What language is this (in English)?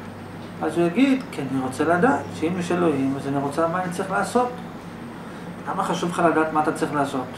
Hebrew